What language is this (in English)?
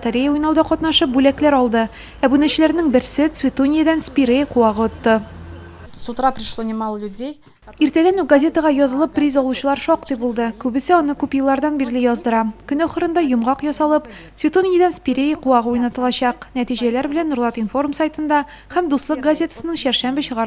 Tatar